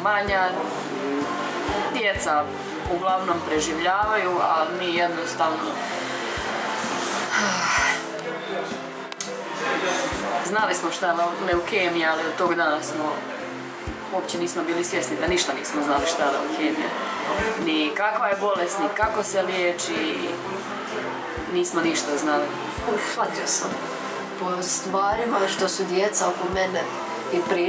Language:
Croatian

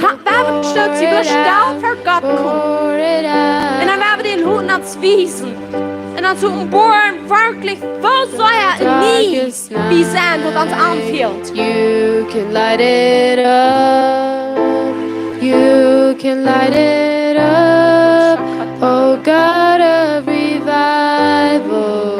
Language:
Plautdietsch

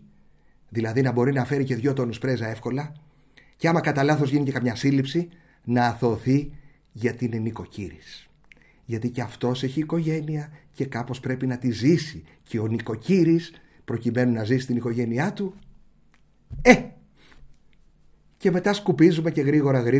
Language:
Greek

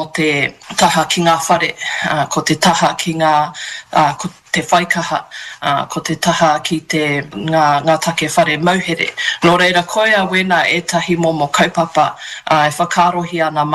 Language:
Māori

